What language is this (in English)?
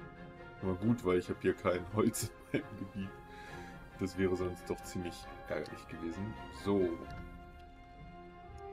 German